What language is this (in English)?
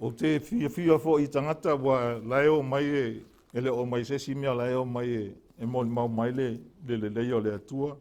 Samoan